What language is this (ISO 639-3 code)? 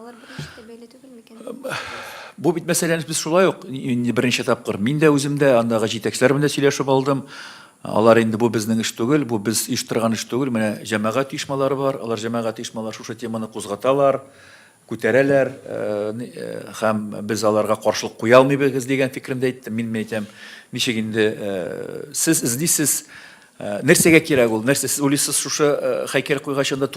tat